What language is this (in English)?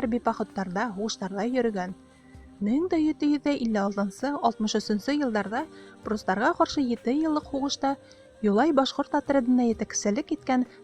Bashkir